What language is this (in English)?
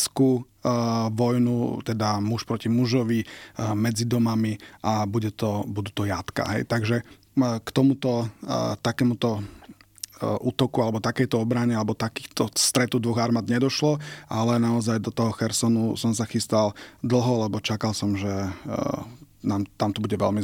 Slovak